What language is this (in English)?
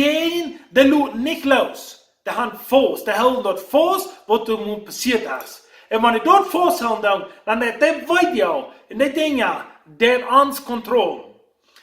Plautdietsch